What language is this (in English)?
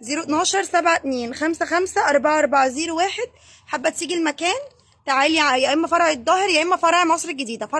Egyptian Arabic